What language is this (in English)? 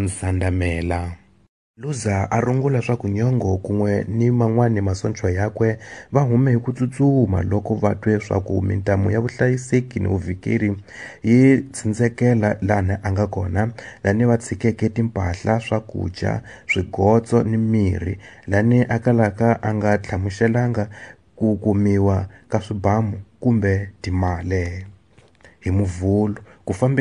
Tsonga